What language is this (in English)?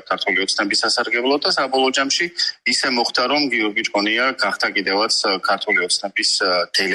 Georgian